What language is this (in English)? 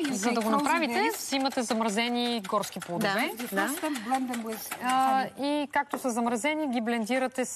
Bulgarian